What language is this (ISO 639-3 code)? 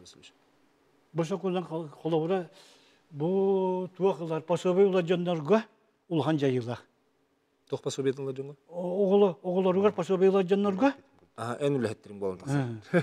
sah